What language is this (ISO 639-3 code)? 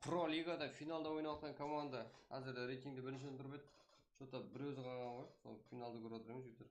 kaa